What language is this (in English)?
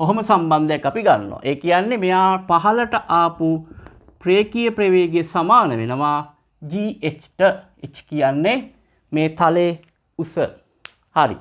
Sinhala